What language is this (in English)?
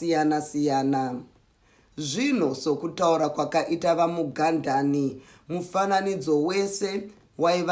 Shona